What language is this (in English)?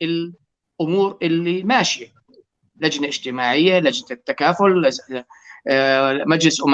North Levantine Arabic